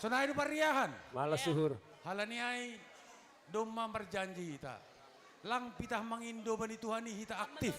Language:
Batak Simalungun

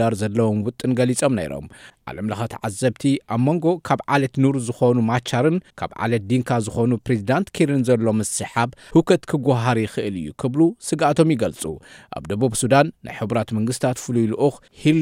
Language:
Tigrinya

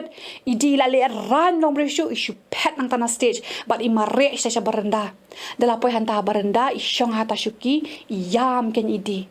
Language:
Khasi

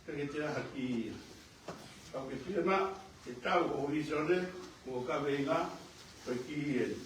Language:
Tongan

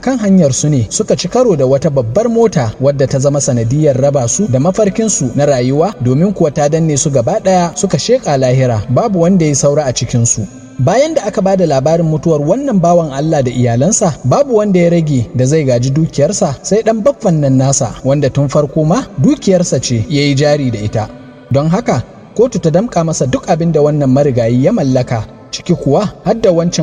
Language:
Hausa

